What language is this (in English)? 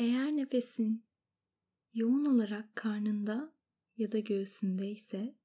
Turkish